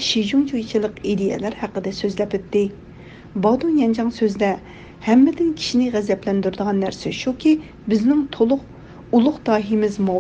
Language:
Uyghur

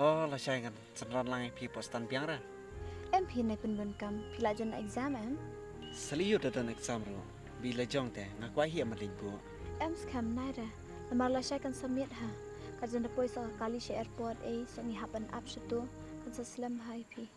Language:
Khasi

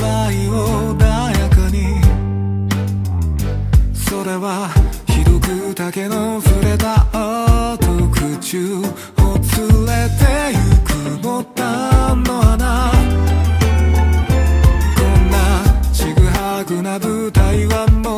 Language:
Japanese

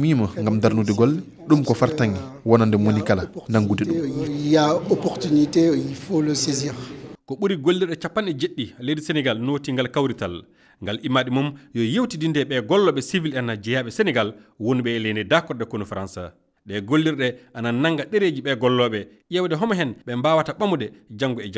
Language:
Fula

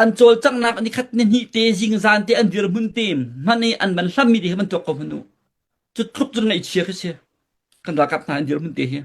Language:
Hakha Chin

